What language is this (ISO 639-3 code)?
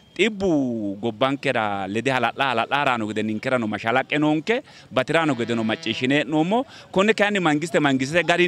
sid